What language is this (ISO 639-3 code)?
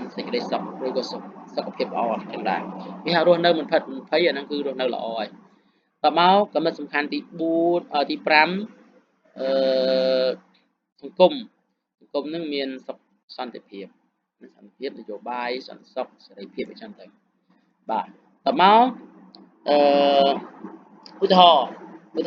khm